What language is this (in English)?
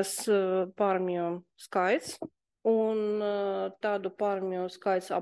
Latvian